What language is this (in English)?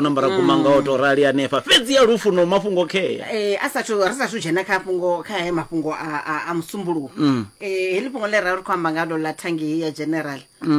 Venda